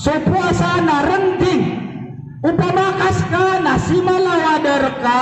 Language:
Maranao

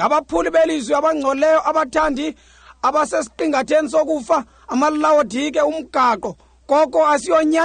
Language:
Xhosa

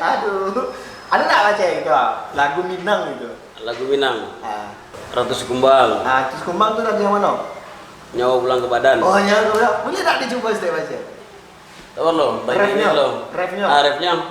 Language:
Minangkabau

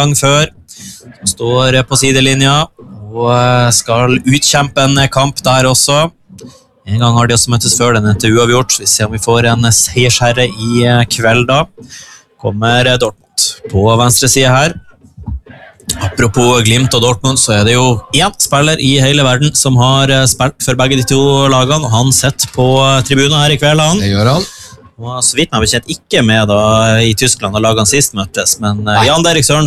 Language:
Norwegian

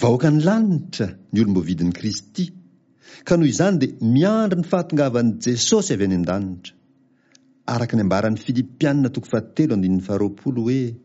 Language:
Malagasy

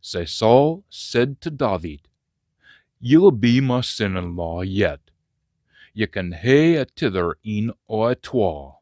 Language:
Scots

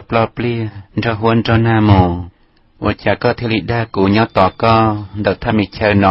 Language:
Hmong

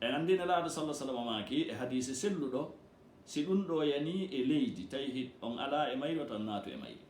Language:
Fula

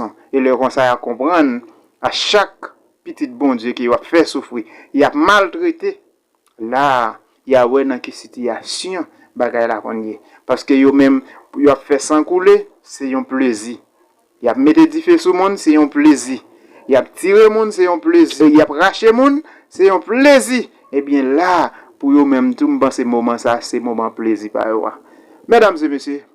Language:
Haitian Creole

